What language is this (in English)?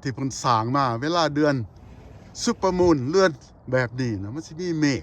Lao